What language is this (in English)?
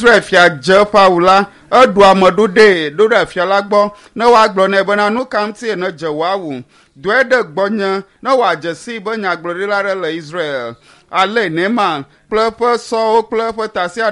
Ewe